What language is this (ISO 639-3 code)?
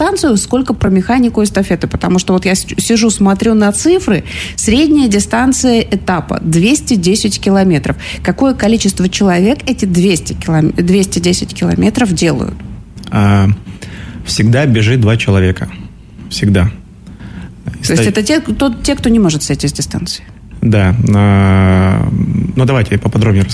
rus